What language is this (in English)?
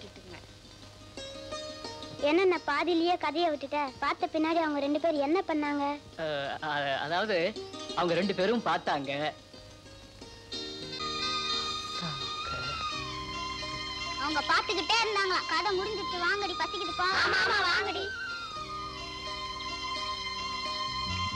Tamil